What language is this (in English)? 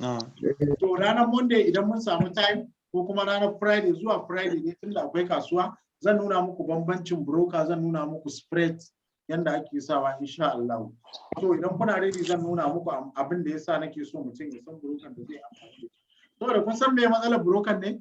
Hausa